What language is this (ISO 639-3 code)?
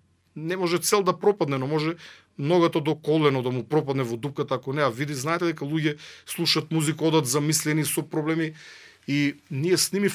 mkd